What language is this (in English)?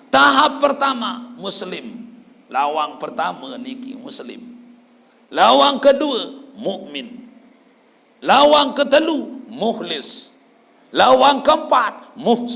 Sasak